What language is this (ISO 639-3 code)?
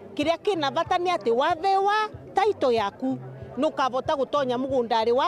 mer